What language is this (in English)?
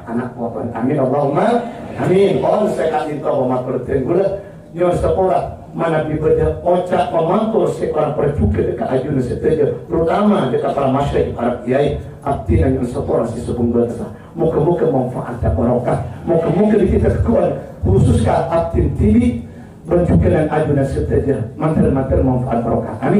Madurese